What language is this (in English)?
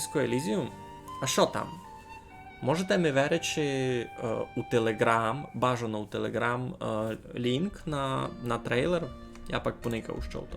Rusyn